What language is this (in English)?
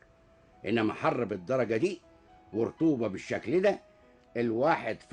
Egyptian Arabic